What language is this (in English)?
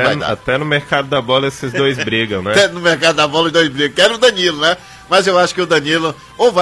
Portuguese